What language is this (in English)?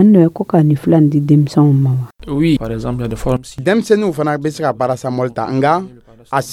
Dyula